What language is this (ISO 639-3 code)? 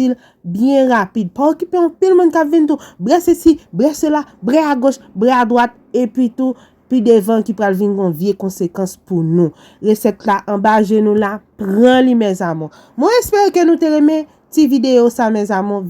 hat